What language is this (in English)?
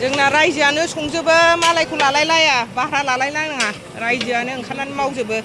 Bodo